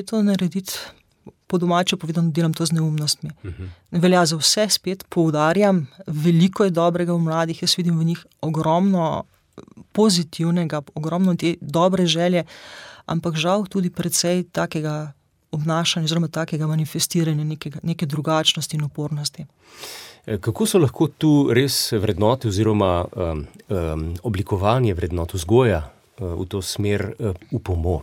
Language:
Slovenian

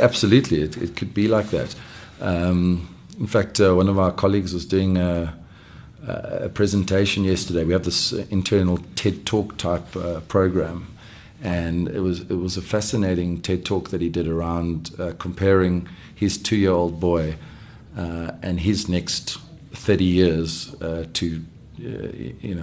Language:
English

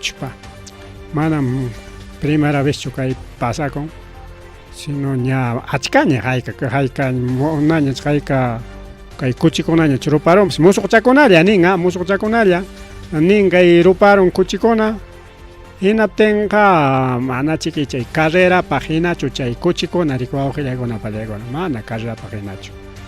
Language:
Ayacucho Quechua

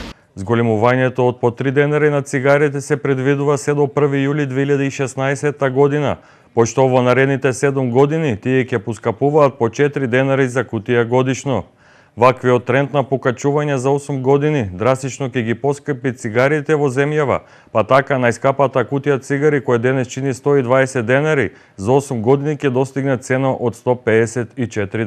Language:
Macedonian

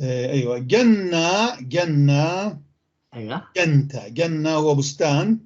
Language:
North Levantine Arabic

